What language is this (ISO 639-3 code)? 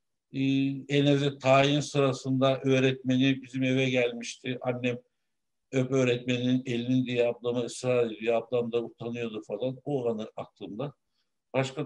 tur